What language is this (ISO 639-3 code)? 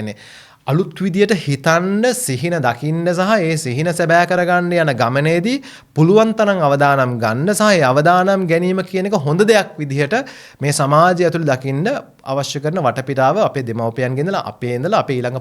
sin